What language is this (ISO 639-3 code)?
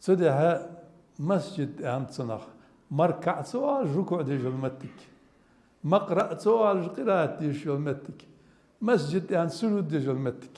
inh